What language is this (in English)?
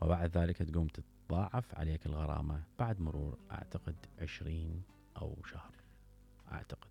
Mesopotamian Arabic